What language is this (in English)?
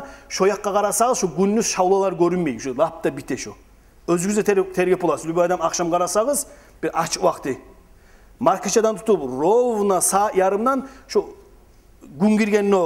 Kumyk